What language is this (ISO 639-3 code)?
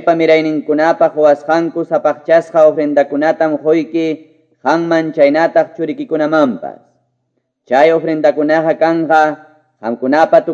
que